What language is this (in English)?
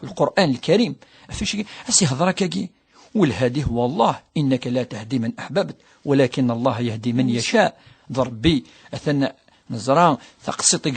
Kabyle